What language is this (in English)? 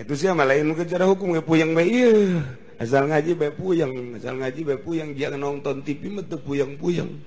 Sundanese